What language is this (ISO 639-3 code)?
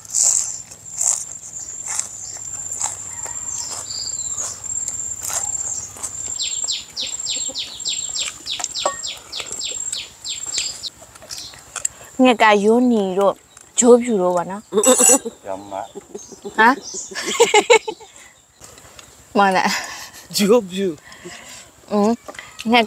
mya